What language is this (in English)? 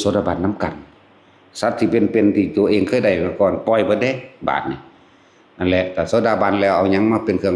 Northeastern Thai